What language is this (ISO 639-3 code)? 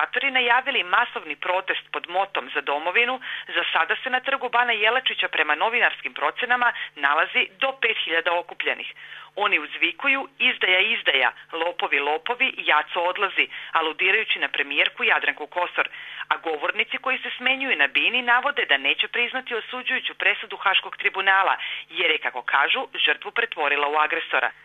srp